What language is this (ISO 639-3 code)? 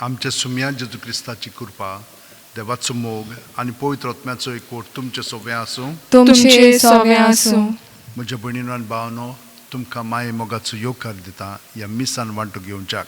kok